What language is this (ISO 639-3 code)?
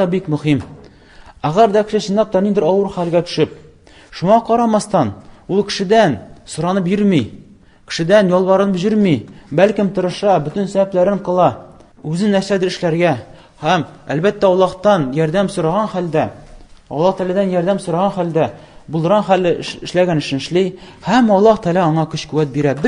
tat